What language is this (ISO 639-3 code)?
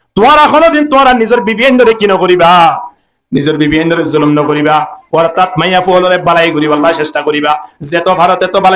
rhg